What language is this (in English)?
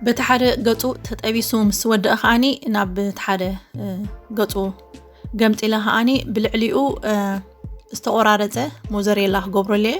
Tigrinya